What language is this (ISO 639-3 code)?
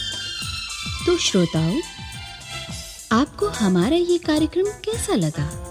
hin